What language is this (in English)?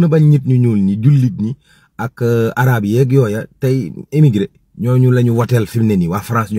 Wolof